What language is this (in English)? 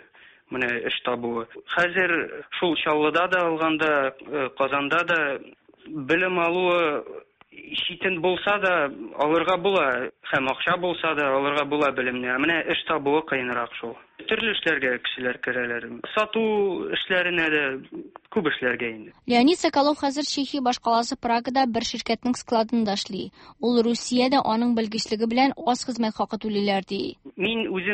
Tatar